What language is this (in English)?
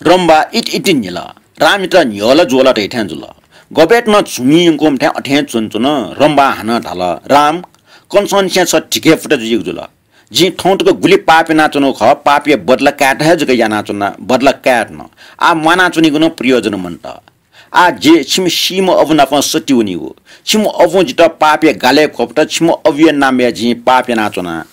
Newari